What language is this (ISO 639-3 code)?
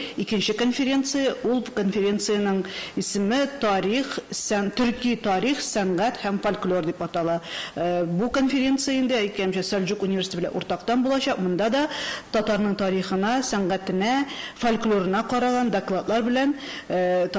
tat